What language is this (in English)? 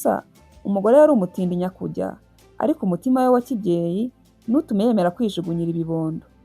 Kinyarwanda